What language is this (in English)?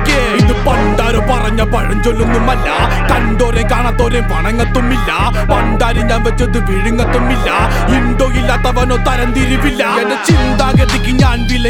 Malayalam